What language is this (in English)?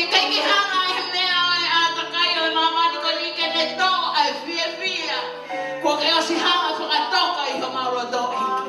Tongan